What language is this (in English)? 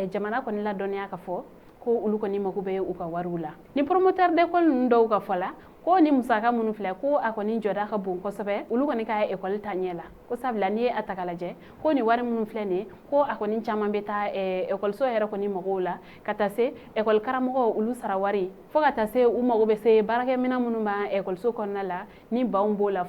Bambara